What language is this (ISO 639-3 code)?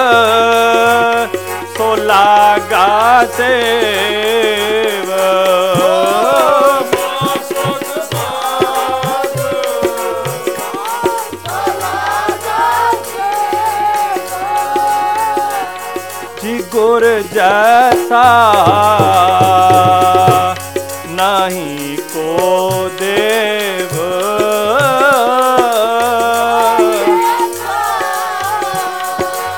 pan